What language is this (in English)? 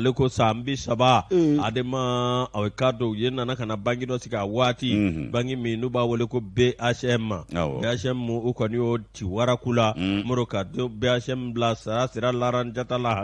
Bambara